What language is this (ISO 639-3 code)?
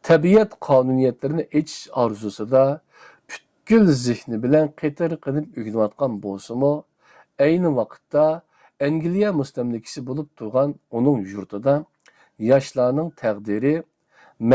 uig